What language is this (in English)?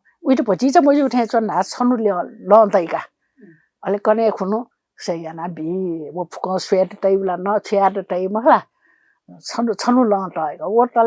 Newari